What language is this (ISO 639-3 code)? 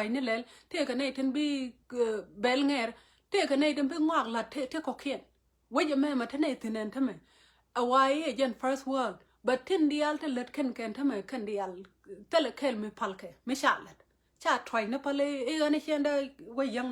nus